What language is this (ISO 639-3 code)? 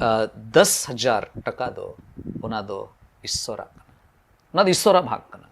sat